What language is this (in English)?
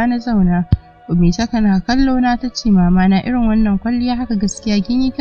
Hausa